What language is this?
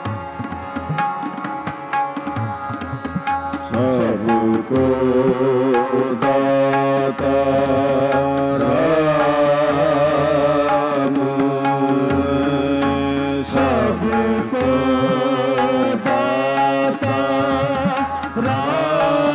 Punjabi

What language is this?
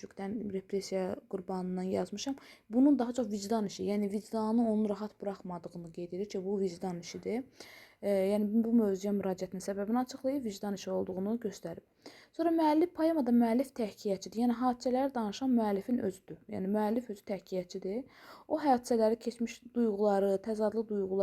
Azerbaijani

